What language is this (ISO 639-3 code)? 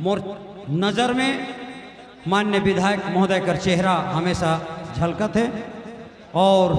sck